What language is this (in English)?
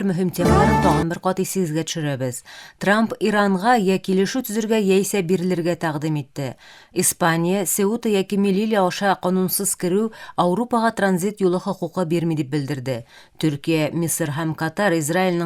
Tatar